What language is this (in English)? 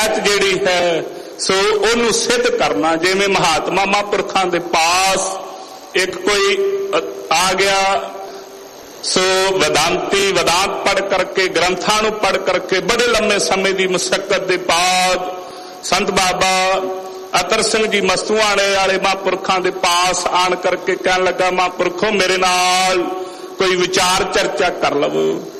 Punjabi